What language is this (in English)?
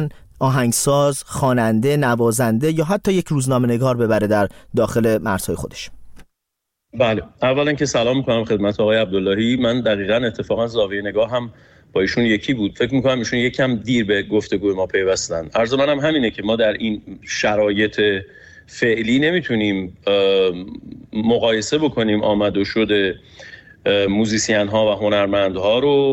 Persian